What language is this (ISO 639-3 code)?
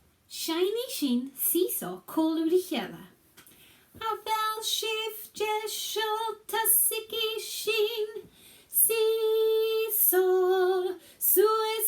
gla